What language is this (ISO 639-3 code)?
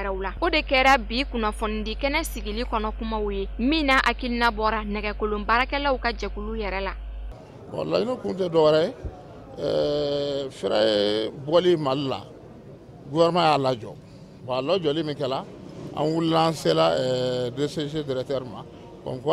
bam